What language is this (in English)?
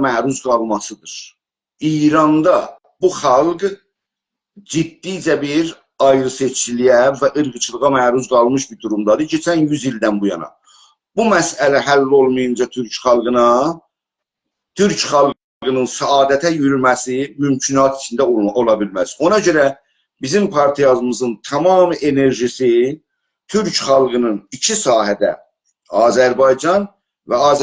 South Azerbaijani